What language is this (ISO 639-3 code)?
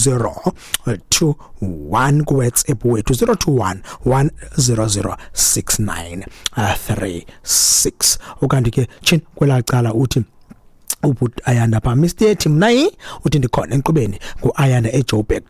xho